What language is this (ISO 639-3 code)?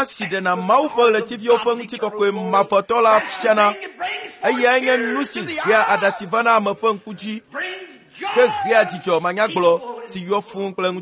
ewe